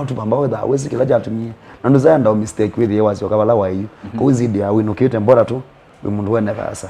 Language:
Kamba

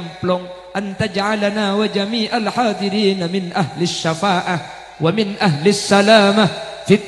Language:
Madurese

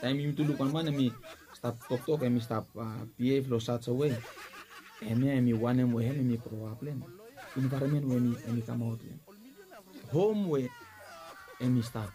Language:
Bislama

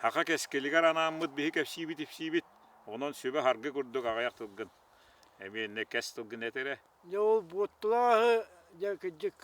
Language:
Yakut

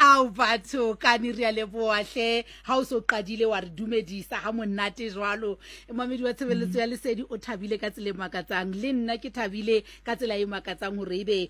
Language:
Southern Sotho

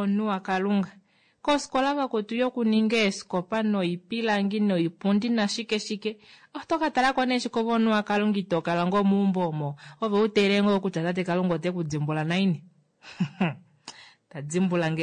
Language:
Kuanyama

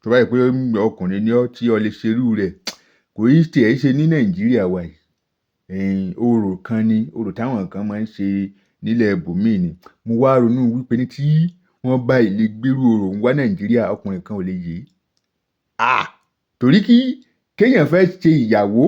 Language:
Yoruba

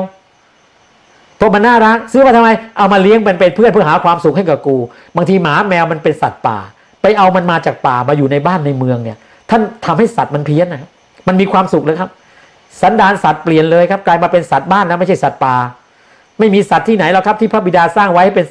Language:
Thai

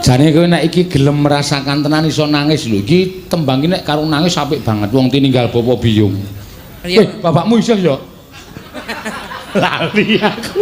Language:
Javanese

